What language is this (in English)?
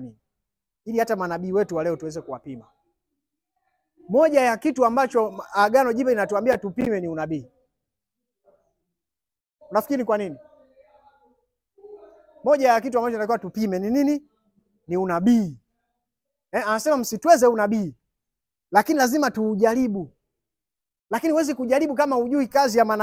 Swahili